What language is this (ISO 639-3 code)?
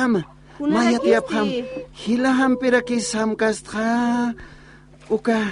aym